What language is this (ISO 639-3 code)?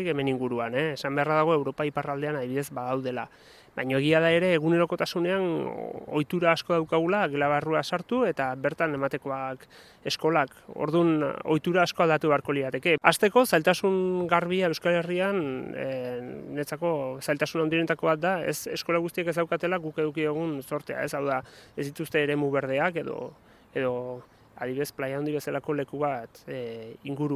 eus